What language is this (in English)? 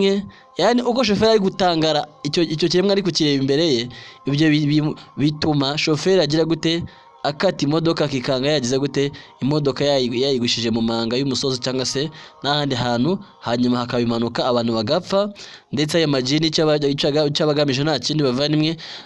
Kinyarwanda